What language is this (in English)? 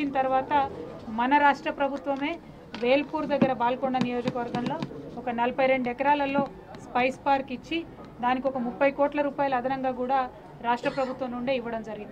Telugu